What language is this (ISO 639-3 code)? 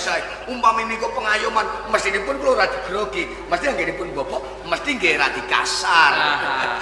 jav